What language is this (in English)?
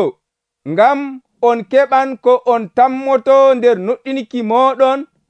Nigerian Fulfulde